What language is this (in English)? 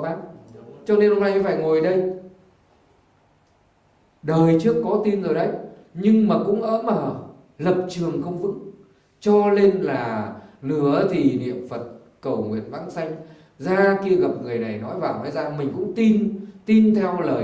Vietnamese